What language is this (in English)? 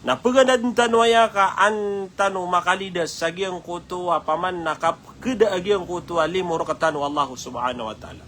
Maranao